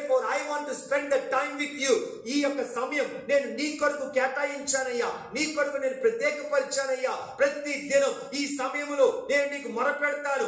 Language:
Telugu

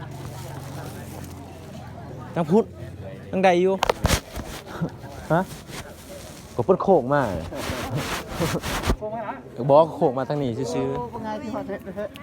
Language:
Lao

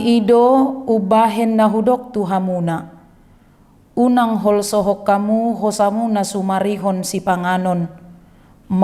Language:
Batak Toba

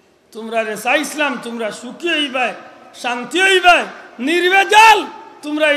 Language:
Sylheti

